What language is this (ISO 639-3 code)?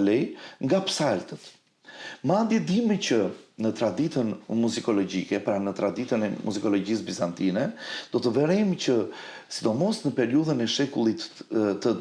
sqi